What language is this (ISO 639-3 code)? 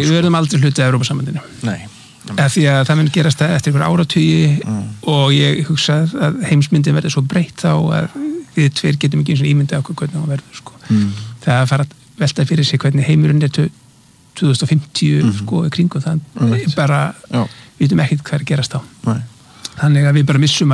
isl